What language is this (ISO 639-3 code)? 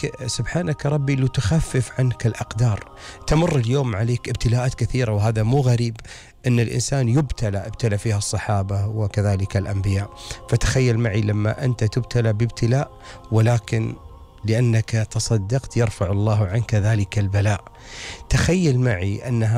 afb